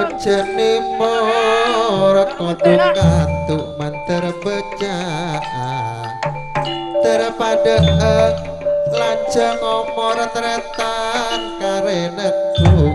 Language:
Madurese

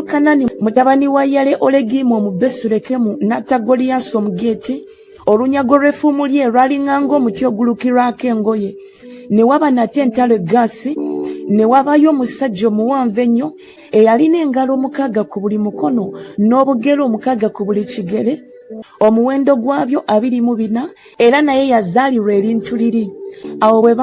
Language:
Ganda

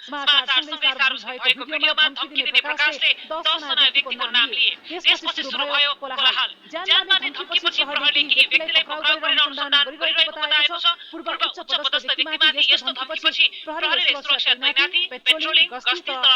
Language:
Nepali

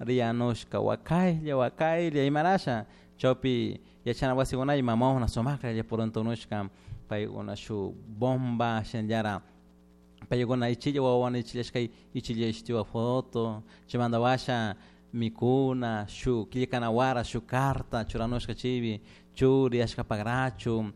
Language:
Chimborazo Highland Quichua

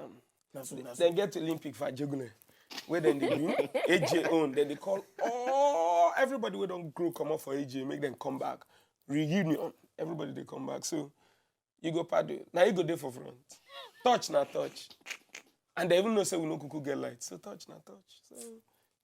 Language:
Nigerian Pidgin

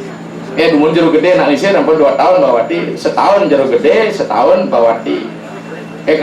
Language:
Balinese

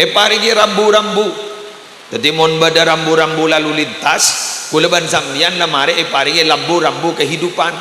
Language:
Madurese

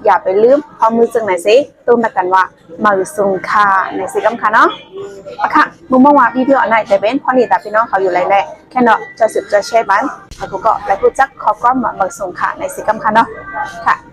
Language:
Shan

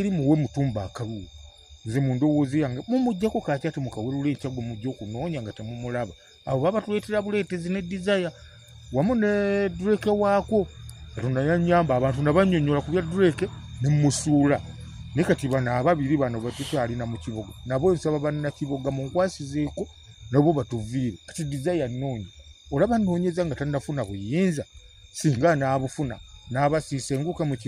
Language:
Ganda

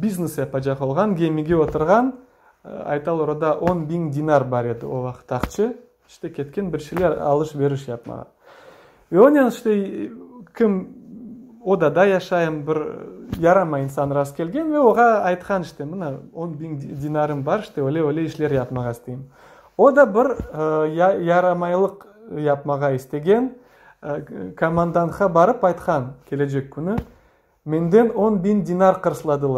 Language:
Crimean Tatar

